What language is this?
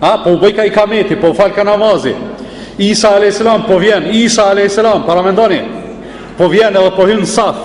Albanian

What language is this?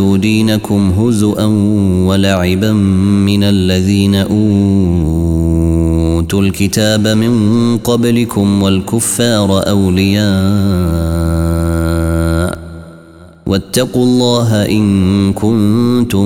Arabic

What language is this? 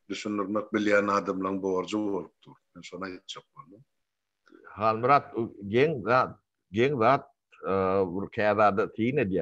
Turkmen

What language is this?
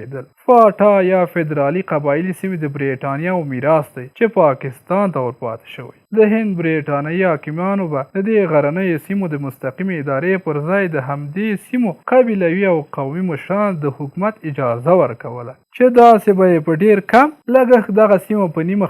Pashto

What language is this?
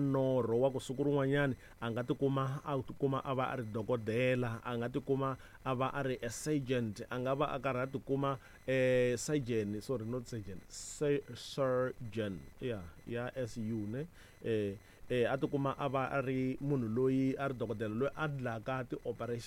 Tsonga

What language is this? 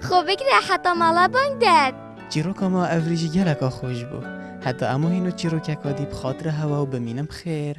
Kurdish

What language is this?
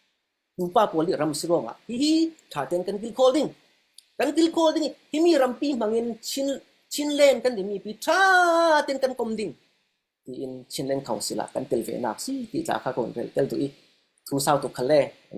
Falam Chin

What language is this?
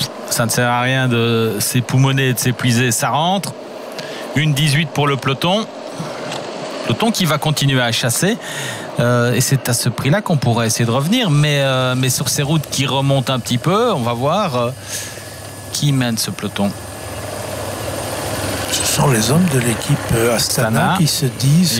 French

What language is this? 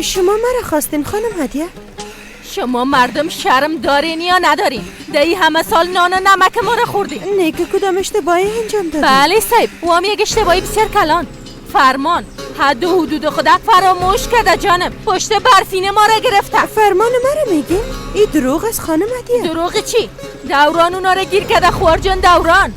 Persian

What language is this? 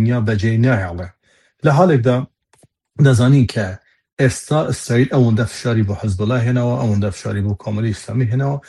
Kurdish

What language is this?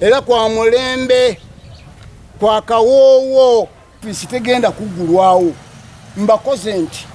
Ganda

